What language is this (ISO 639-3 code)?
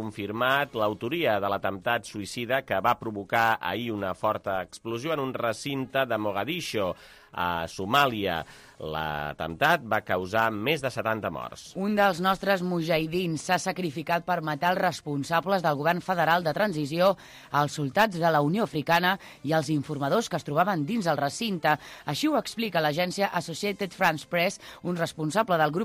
cat